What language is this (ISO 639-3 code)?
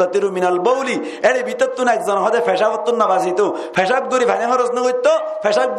rhg